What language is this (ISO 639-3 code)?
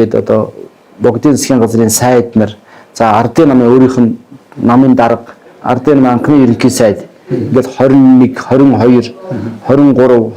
mon